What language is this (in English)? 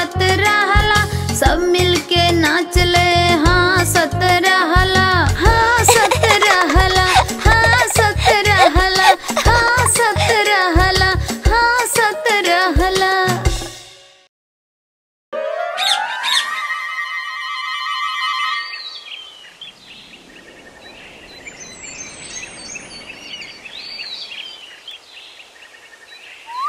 Bhojpuri